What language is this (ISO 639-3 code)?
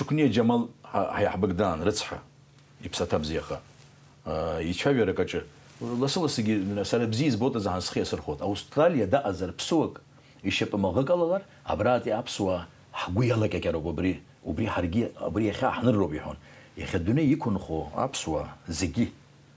abk